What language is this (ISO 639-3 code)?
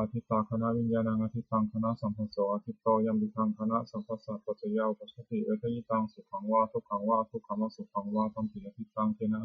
pli